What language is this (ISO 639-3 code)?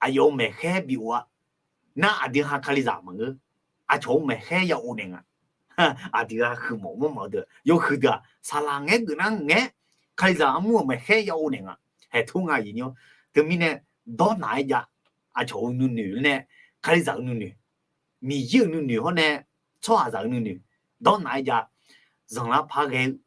ahk